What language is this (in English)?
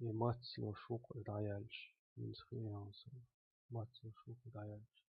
Chechen